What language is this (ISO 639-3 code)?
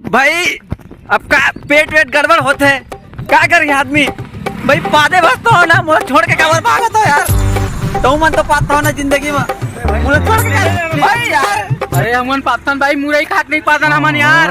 hne